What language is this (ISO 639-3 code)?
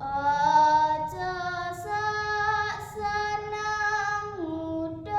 jav